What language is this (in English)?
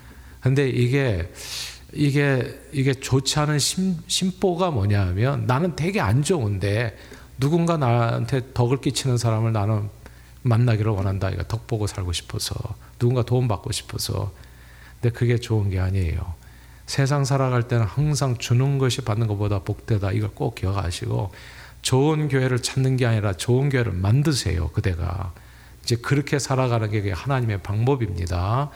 Korean